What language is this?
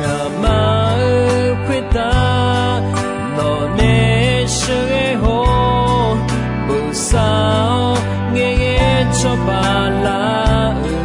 Akha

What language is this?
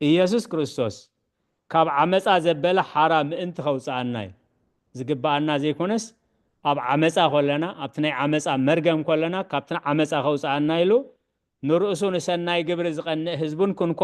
Tigrinya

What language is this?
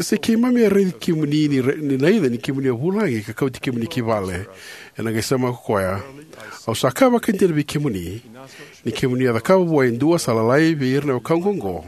Fijian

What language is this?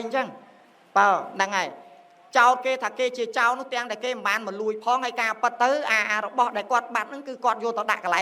Khmer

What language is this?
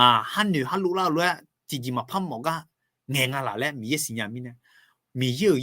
Akha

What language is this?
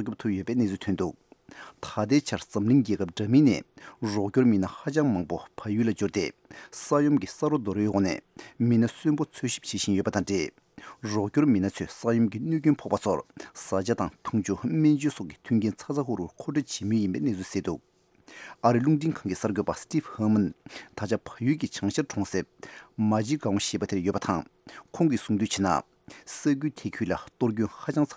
Tibetan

